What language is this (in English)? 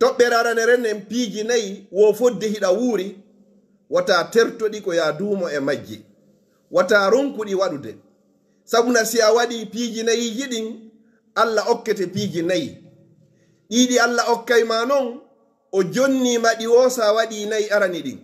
Fula